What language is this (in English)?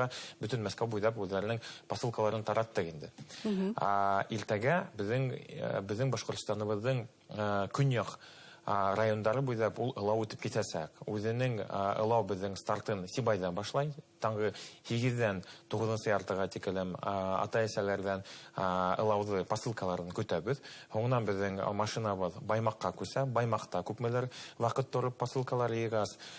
Bashkir